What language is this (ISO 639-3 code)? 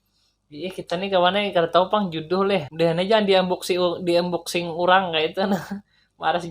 bjn